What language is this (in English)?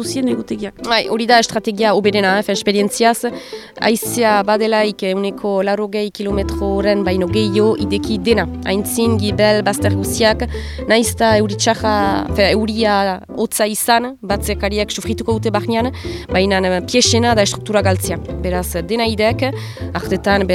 Basque